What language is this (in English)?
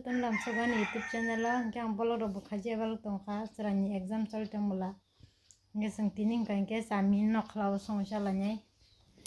Kok Borok